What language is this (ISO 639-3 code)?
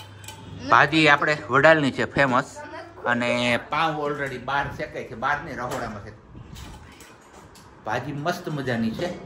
guj